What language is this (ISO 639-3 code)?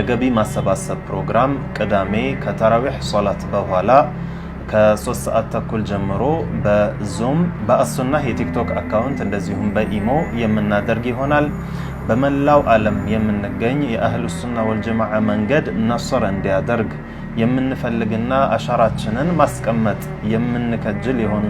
amh